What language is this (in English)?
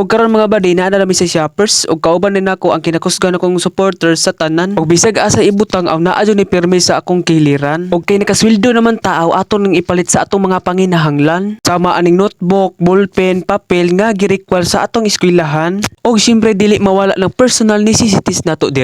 Cebuano